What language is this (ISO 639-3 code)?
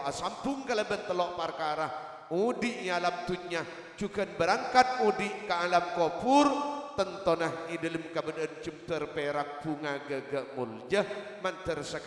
mad